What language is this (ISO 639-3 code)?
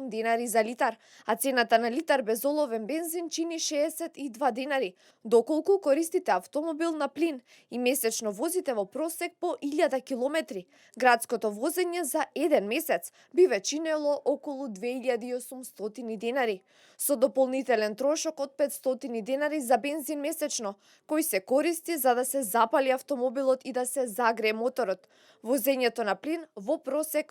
mkd